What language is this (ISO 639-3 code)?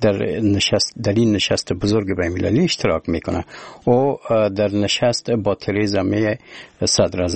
fas